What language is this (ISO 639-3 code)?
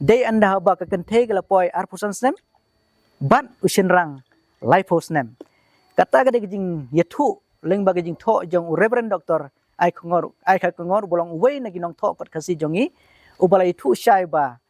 kha